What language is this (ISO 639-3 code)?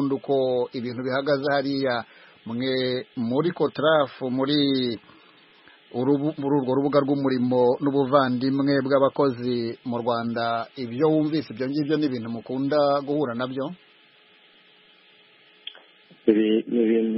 kin